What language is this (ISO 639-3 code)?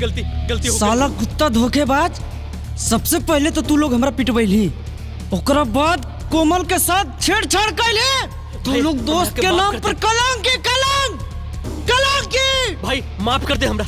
mag